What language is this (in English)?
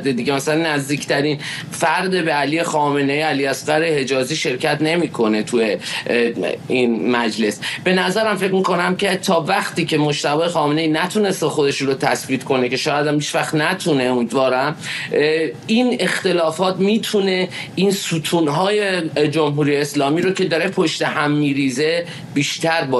Persian